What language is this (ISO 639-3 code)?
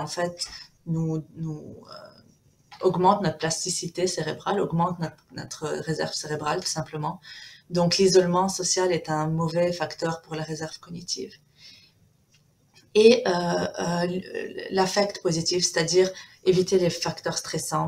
fra